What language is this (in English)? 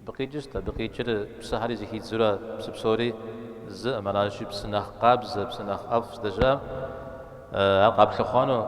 Kabardian